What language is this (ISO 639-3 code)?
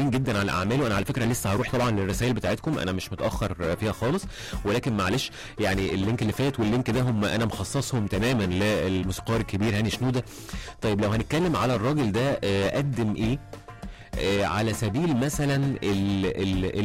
arz